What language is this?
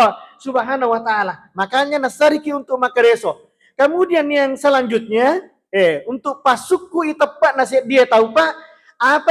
Buginese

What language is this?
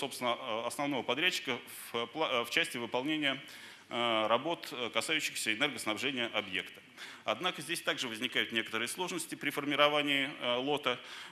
Russian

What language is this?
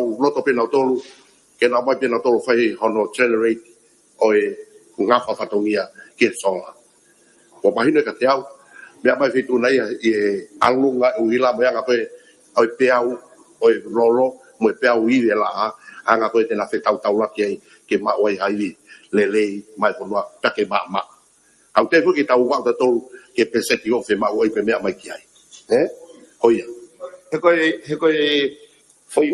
Tongan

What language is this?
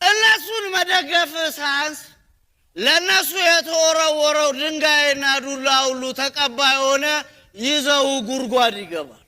Amharic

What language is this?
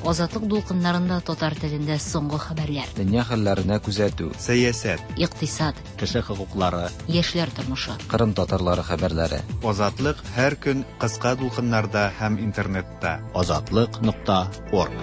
Tatar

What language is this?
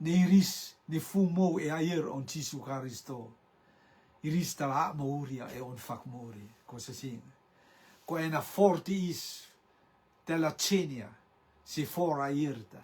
Rotuman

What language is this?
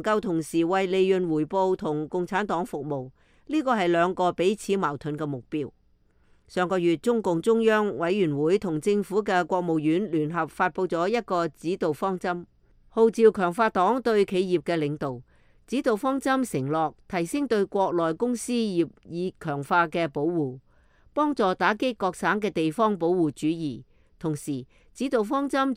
Cantonese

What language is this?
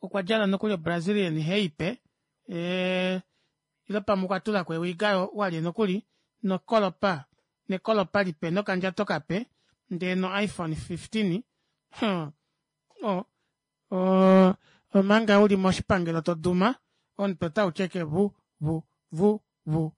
Kuanyama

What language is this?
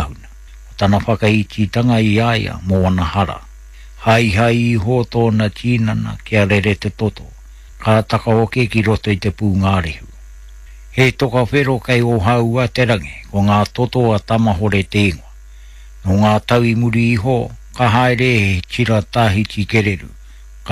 Māori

